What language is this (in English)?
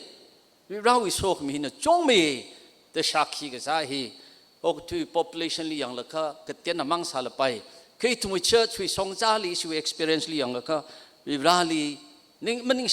Tangkhul Naga (India)